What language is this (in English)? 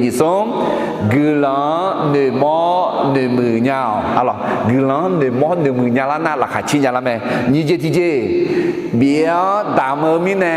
Akha